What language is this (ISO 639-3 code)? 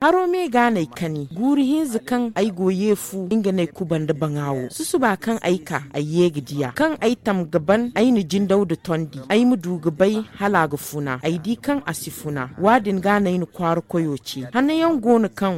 dje